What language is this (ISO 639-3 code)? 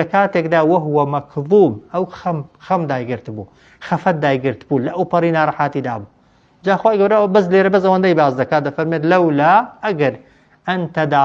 ckb